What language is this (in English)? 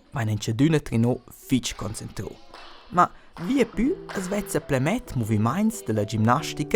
Romansh